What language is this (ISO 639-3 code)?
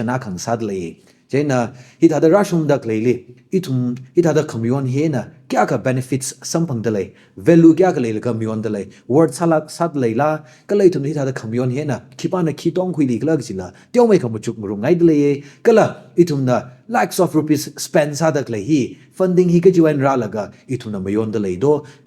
nmf